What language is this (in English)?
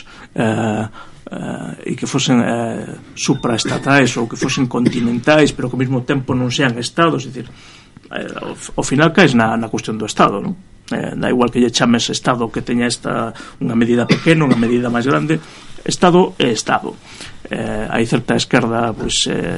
Galician